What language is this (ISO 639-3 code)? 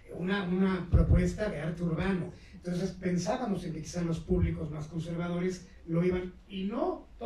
spa